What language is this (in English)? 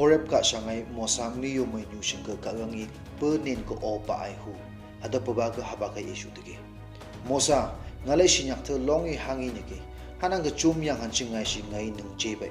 Phom Naga